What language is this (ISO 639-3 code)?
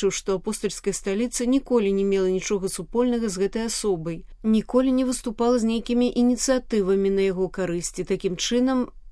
bel